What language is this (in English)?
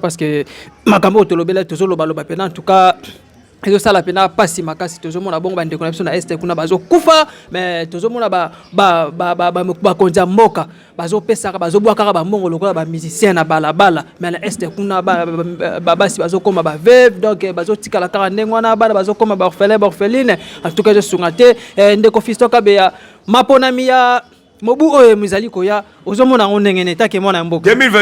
Lingala